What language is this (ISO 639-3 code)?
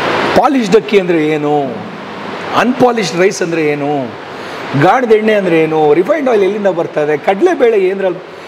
kan